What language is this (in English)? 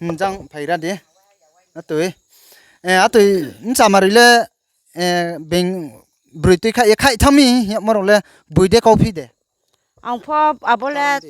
Riang (India)